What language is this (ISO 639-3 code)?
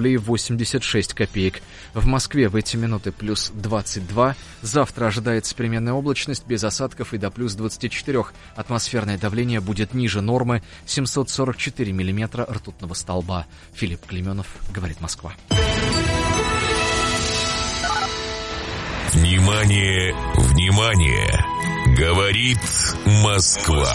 rus